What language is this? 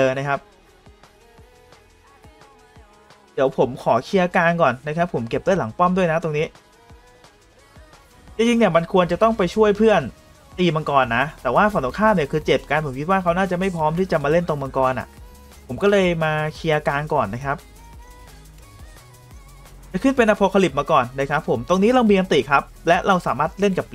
Thai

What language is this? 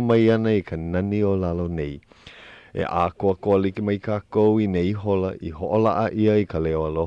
Hawaiian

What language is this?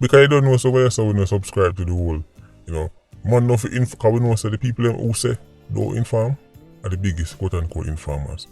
Jamaican Creole English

